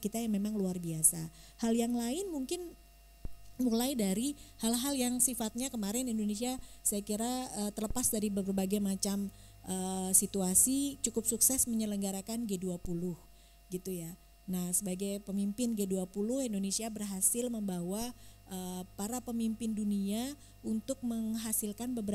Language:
Indonesian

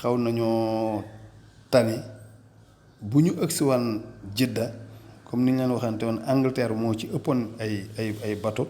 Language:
Wolof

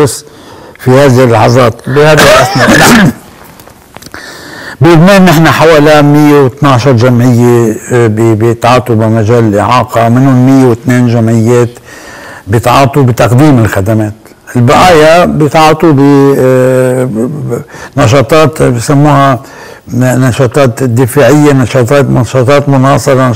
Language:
North Levantine Arabic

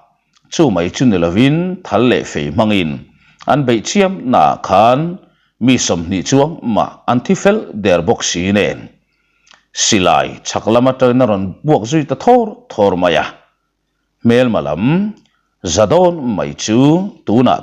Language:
Mizo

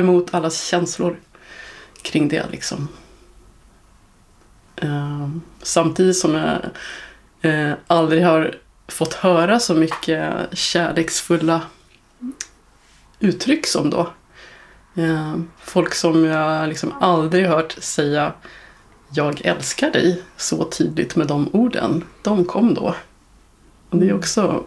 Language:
Swedish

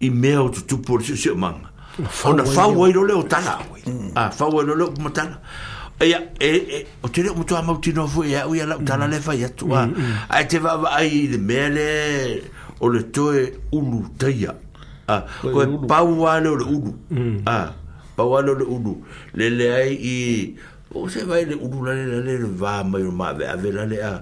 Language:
Samoan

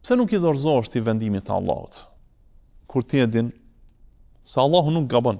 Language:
Albanian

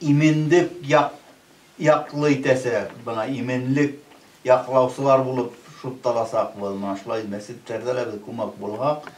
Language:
Bashkir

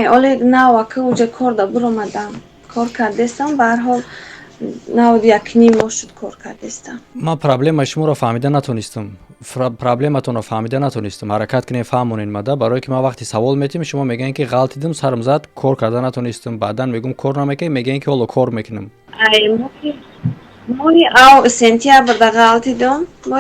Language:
Tajik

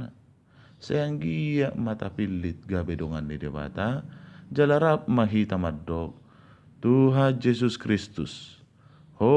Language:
Batak Toba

